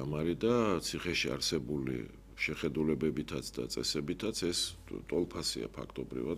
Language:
Georgian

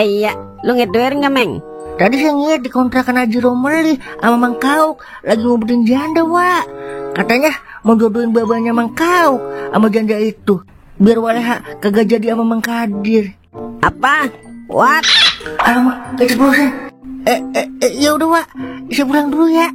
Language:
Betawi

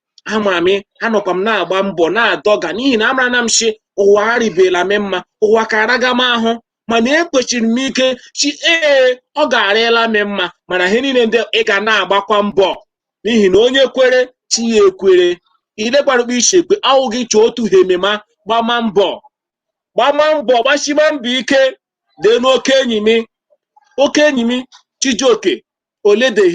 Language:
Igbo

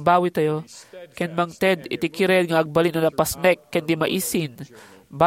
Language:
Iloko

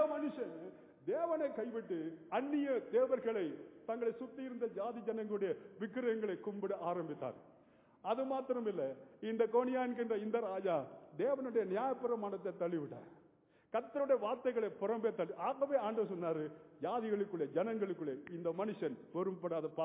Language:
Tamil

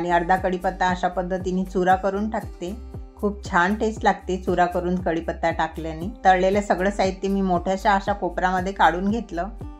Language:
Marathi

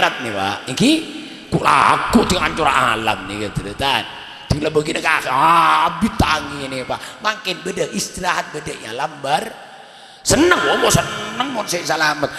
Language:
Madurese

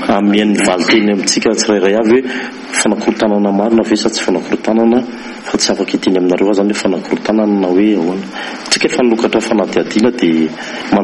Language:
Malagasy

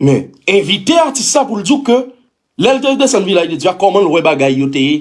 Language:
Haitian Creole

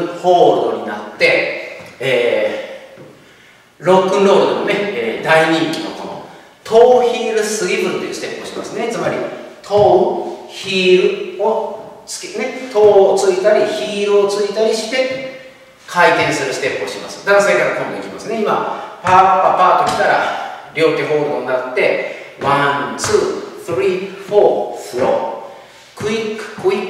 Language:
Japanese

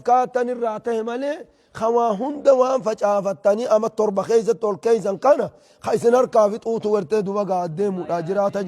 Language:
Oromo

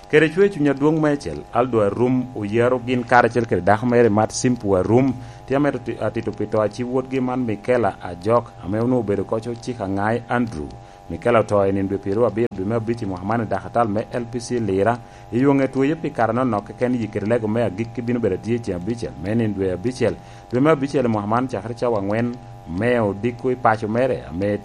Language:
Lango (Uganda)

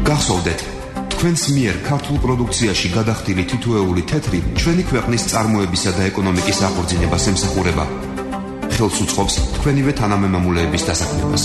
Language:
Georgian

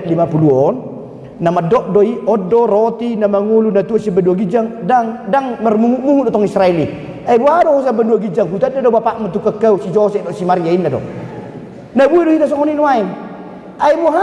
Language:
Batak Toba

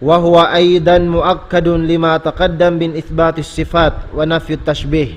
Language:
Tausug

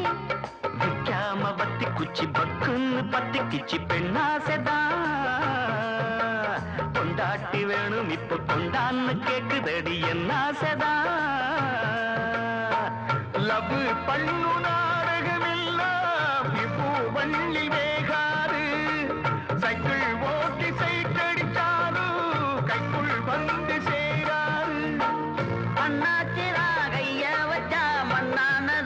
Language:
Tamil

